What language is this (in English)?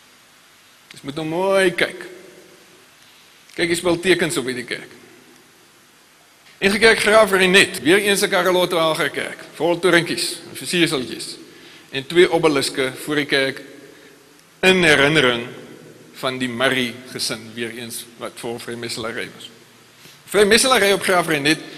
Afrikaans